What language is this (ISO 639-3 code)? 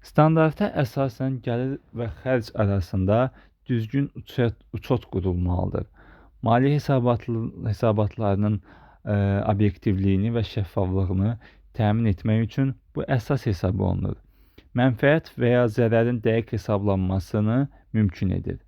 aze